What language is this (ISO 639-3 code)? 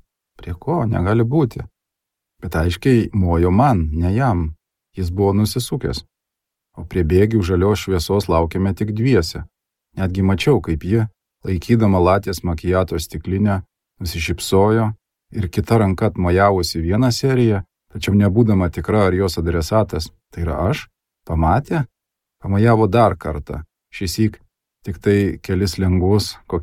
lit